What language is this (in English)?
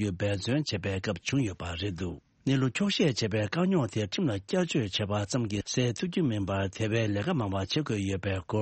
Tibetan